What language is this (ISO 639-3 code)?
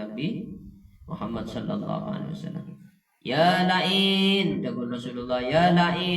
mad